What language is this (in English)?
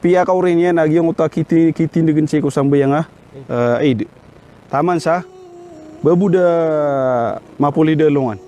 Maranao